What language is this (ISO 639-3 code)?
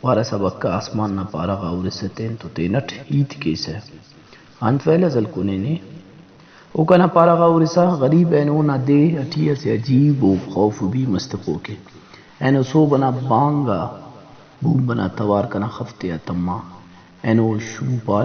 brh